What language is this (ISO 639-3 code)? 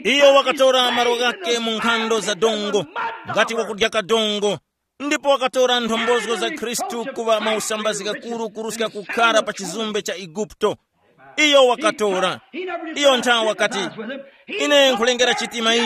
tum